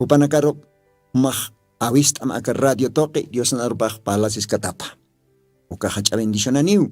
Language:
Aymara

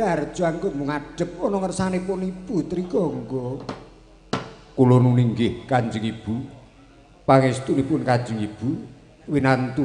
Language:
Javanese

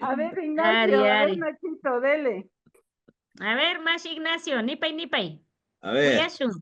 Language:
Imbabura Highland Quichua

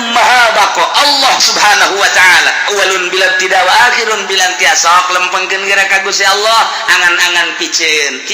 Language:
Sundanese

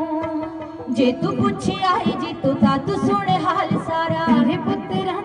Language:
Punjabi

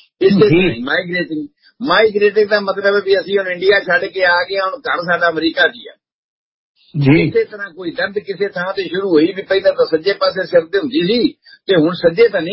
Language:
Punjabi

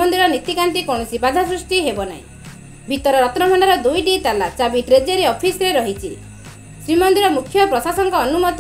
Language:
Odia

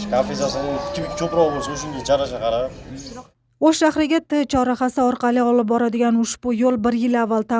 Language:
Uzbek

